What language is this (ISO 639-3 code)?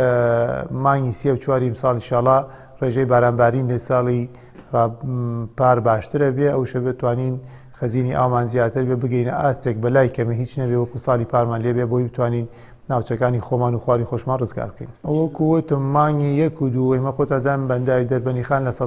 ckb